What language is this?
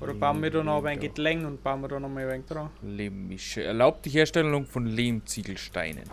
Bavarian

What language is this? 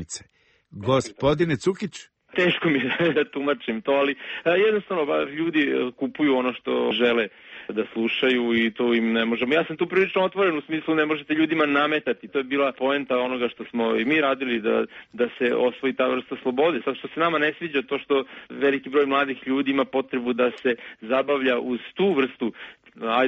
Serbian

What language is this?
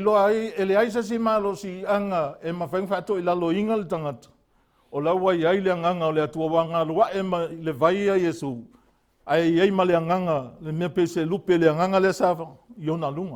Samoan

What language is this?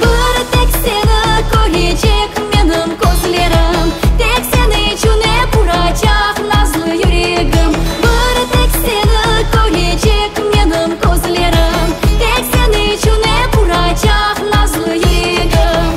Crimean Tatar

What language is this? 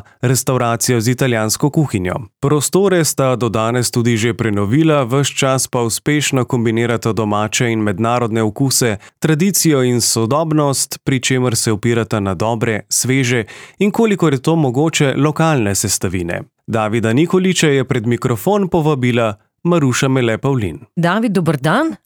Slovenian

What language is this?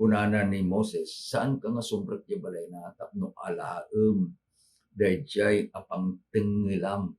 Iloko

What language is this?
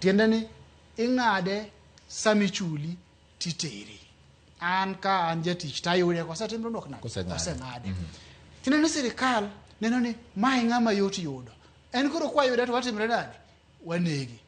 Luo (Kenya and Tanzania)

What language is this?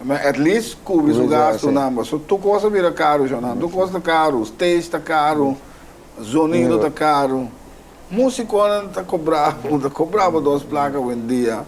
Papiamento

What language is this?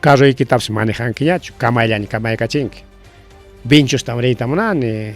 Ayacucho Quechua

